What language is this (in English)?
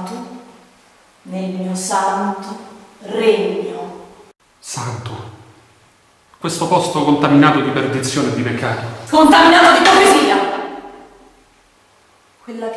Italian